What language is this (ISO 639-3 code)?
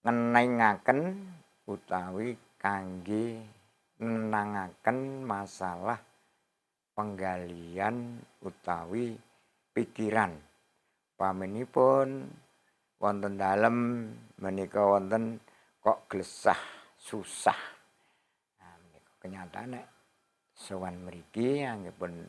jav